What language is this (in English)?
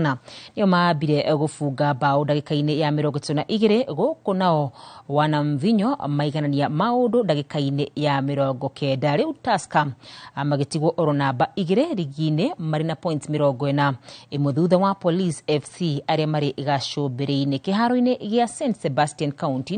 Kikuyu